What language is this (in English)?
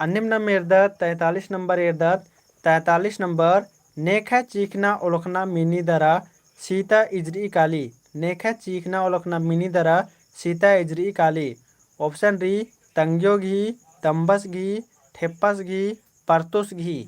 Kurukh